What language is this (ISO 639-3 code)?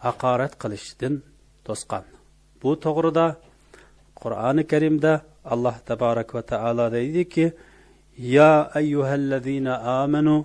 uig